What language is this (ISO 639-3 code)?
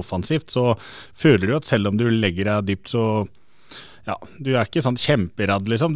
nor